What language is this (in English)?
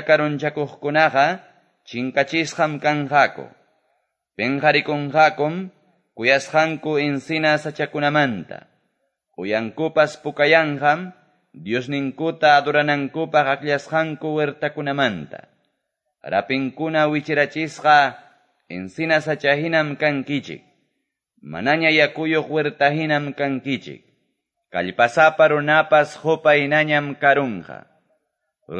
Quechua